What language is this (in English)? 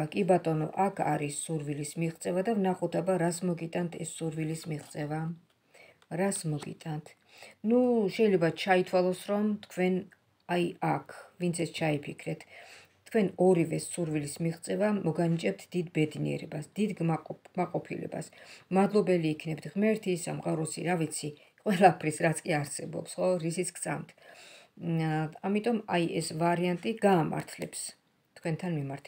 Georgian